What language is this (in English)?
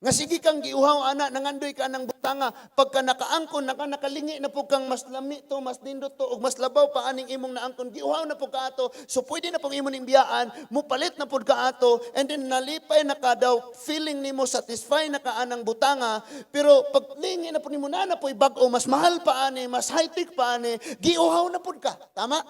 Cebuano